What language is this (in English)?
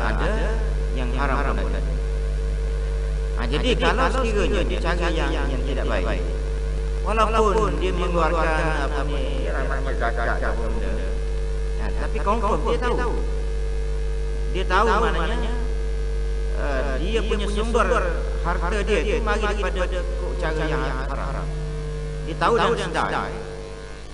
Malay